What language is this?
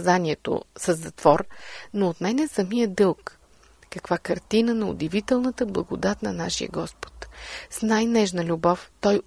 Bulgarian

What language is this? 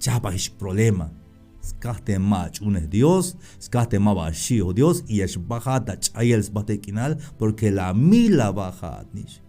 Tzeltal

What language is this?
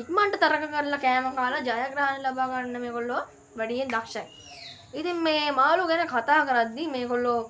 Sinhala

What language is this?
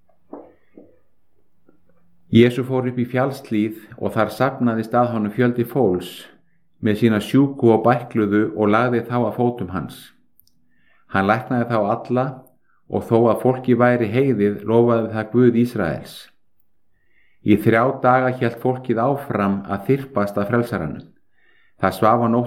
Icelandic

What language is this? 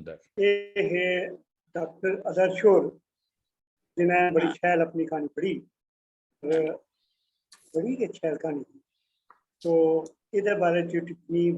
Dogri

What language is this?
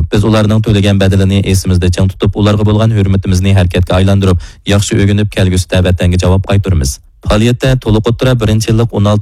Uyghur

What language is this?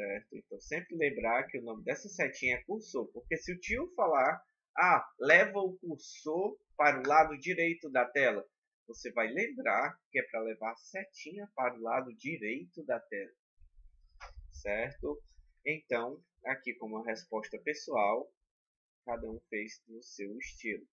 Portuguese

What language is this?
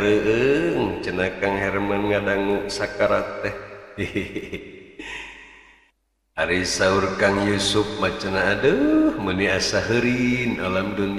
Sundanese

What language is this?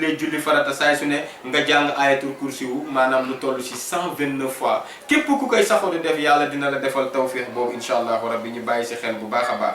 Wolof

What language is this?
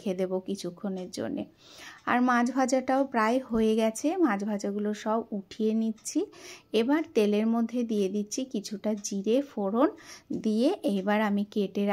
Bangla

